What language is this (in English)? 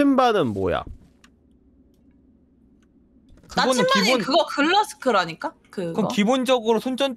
Korean